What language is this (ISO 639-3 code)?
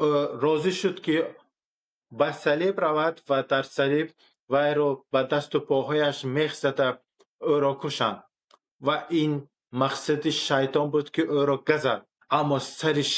tgk